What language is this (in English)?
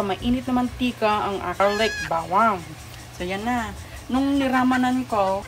Iloko